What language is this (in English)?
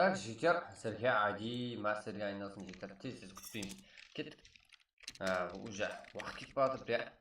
Kara-Kalpak